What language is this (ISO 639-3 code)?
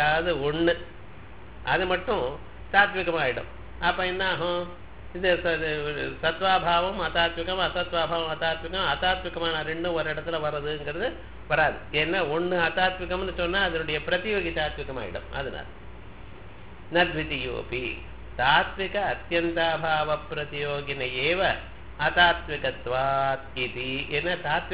tam